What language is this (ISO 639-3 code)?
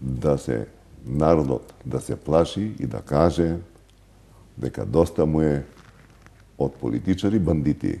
mkd